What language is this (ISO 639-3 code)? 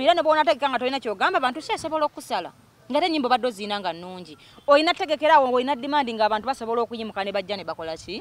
lug